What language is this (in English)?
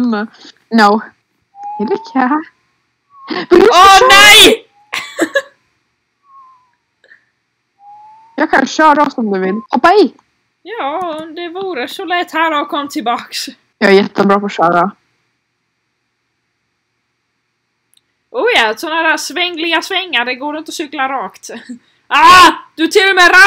Swedish